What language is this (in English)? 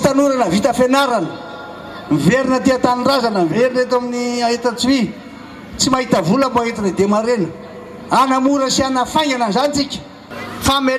Malagasy